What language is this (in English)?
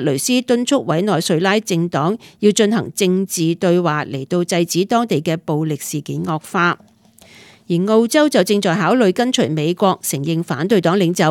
Cantonese